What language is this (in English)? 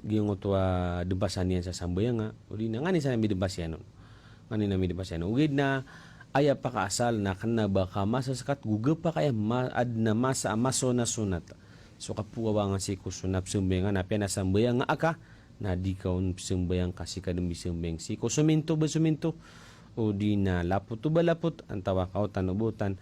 Maranao